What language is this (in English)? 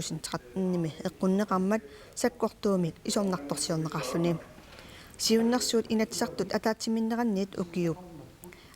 Kalaallisut